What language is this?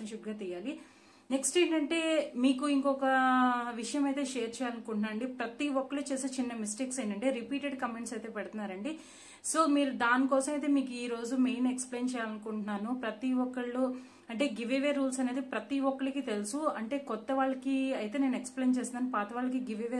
Telugu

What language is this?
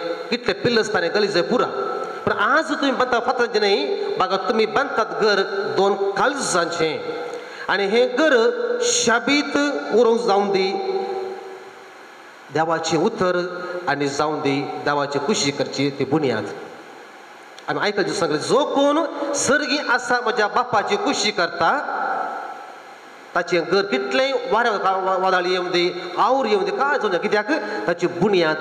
Konkani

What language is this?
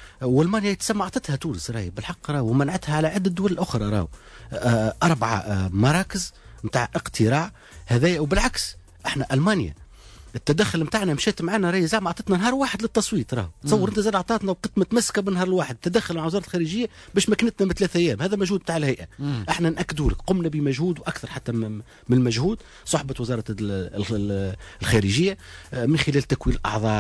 Tunisian Arabic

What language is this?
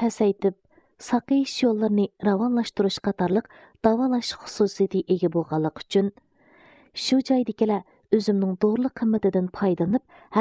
Uyghur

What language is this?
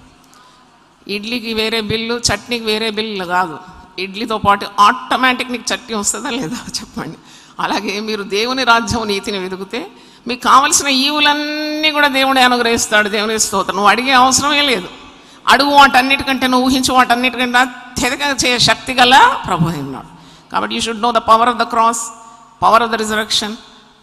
Telugu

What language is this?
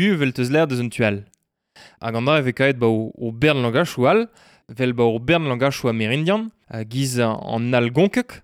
Breton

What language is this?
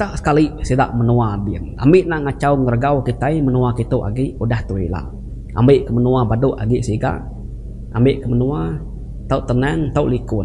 Iban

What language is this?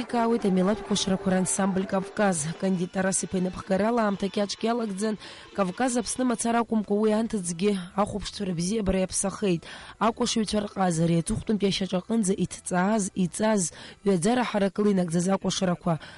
Abkhazian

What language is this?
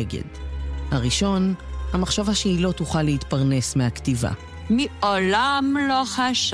Hebrew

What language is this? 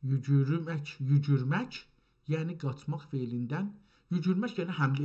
South Azerbaijani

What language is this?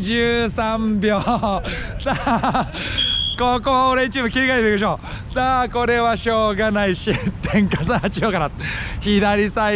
Japanese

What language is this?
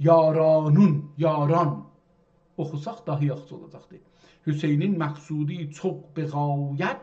South Azerbaijani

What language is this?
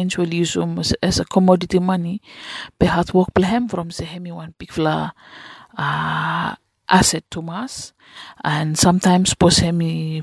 Bislama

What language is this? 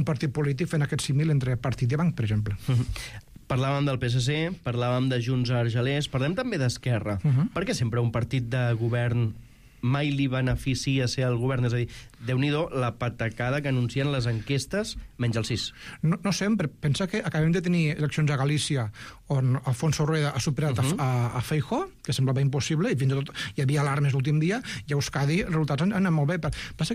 Catalan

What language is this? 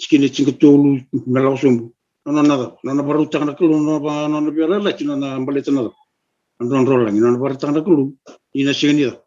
Fijian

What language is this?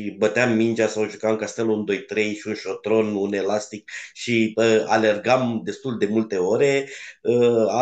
Romanian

